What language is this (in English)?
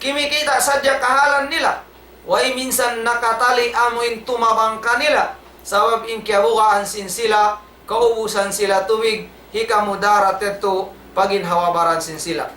Tausug